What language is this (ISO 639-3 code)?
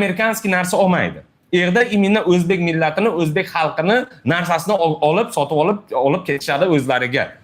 uzb